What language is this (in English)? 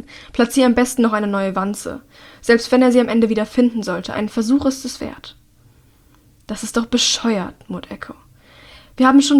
German